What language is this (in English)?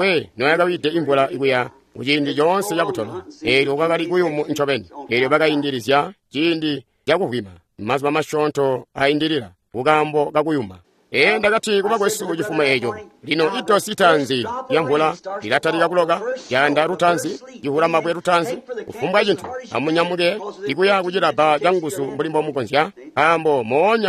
Tonga (Zambia)